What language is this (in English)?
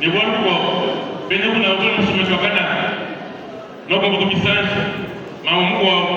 Luba-Lulua